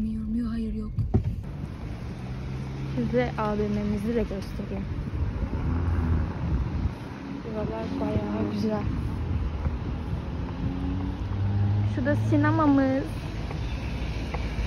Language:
Turkish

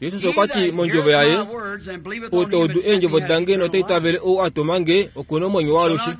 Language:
Kuanyama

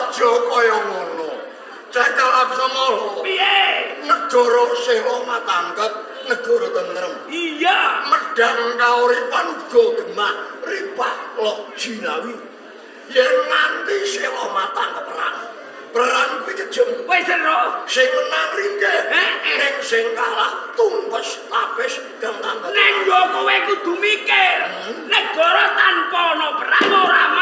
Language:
Javanese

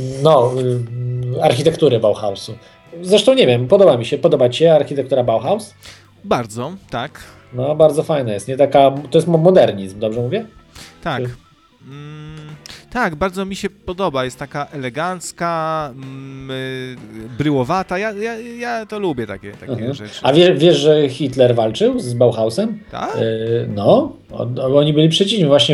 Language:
Polish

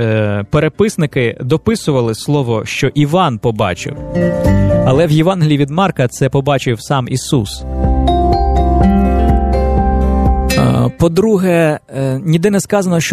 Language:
Ukrainian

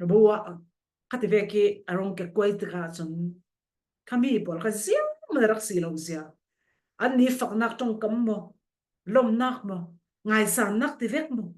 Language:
Falam Chin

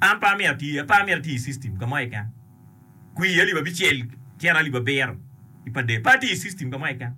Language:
Acoli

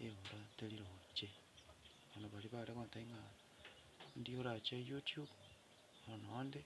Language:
Gusii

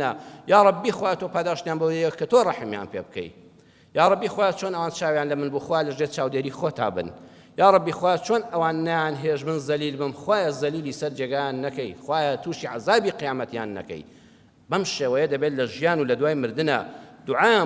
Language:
Central Kurdish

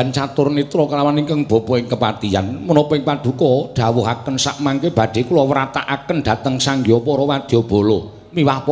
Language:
Javanese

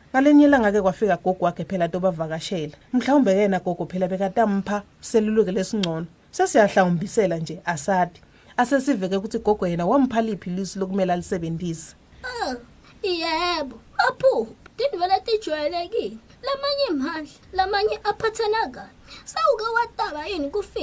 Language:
Swati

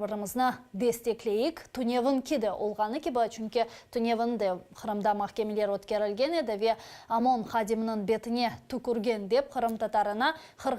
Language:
Crimean Tatar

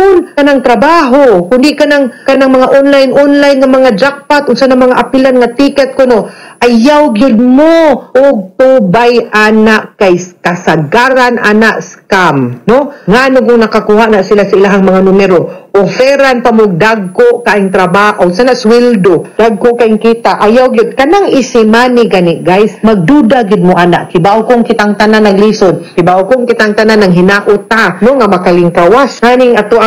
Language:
Cebuano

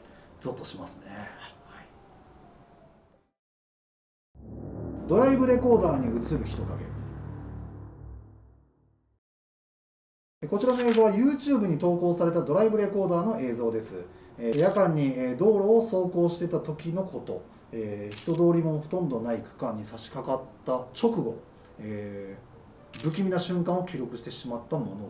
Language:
Japanese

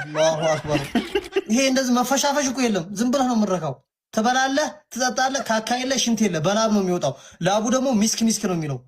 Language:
Amharic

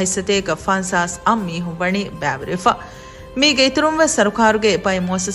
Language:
Divehi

